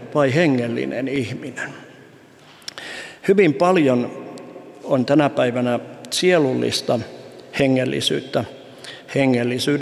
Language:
Finnish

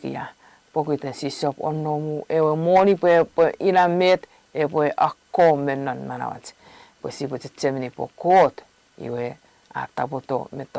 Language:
Chuukese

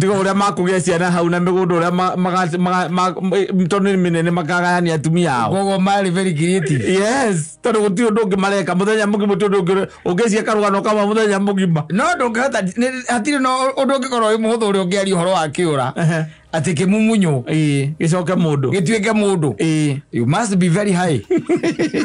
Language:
Kikuyu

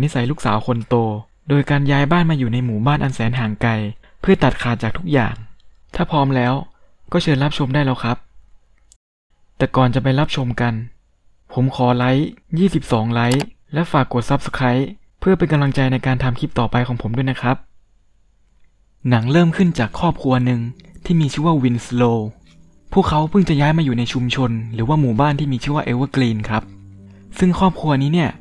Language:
Thai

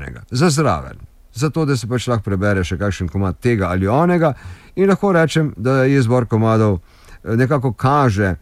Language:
Slovenian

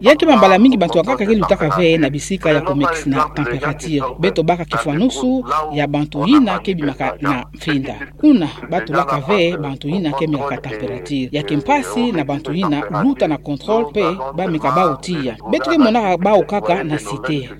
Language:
Kituba (Democratic Republic of Congo)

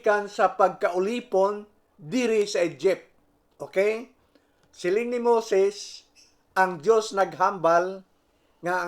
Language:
Hiligaynon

